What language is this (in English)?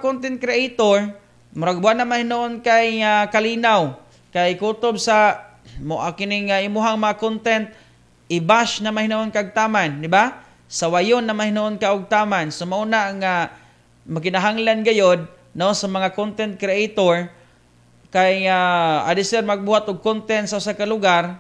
Cebuano